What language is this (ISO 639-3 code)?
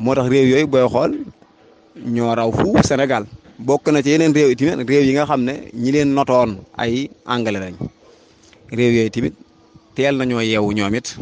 wol